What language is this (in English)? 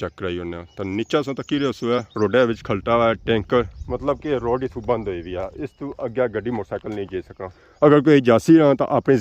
Pahari-Potwari